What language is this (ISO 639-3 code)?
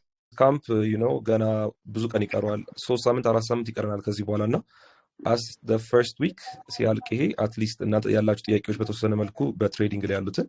amh